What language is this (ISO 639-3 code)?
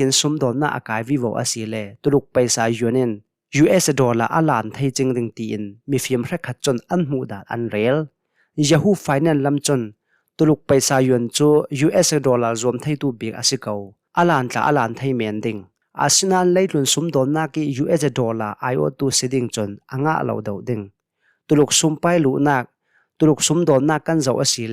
cnh